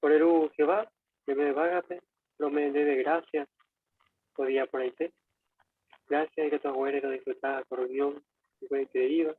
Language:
Guarani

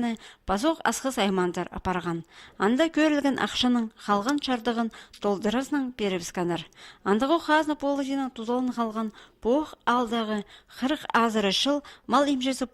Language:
Khakas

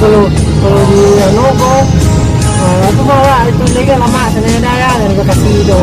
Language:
Minangkabau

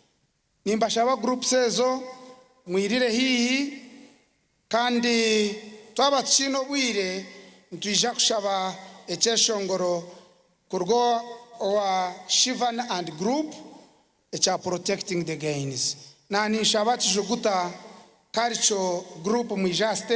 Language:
Nyankole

